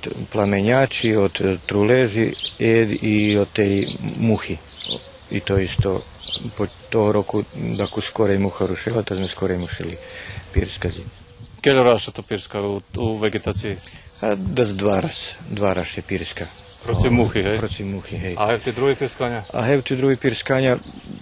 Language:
Rusyn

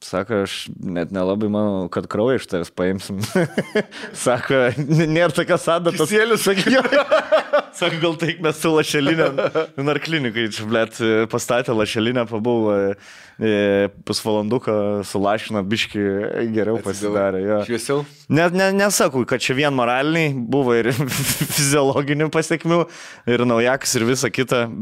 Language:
Lithuanian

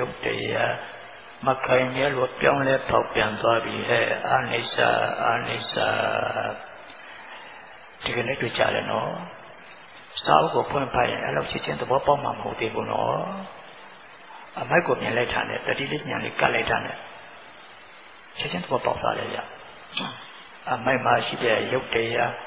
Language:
Burmese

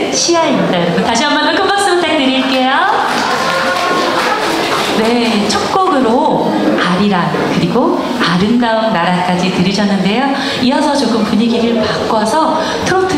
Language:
Korean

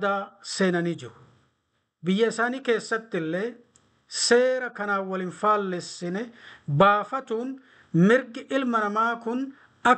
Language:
Oromo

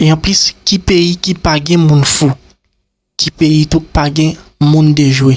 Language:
Haitian Creole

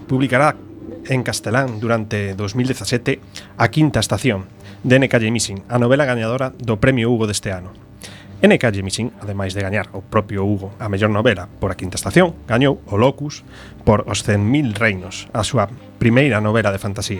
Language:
Galician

